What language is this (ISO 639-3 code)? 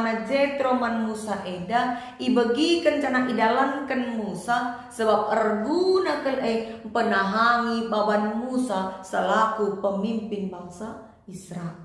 btx